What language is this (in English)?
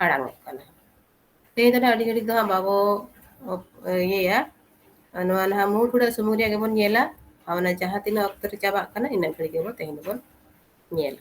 Santali